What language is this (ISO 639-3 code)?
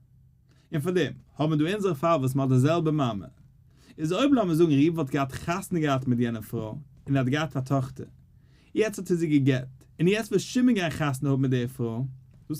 yid